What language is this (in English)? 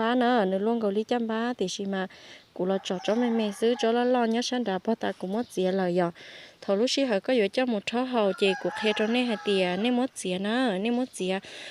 Hmong